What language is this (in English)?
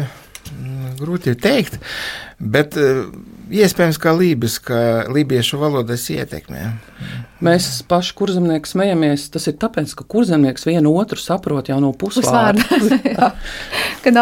Latvian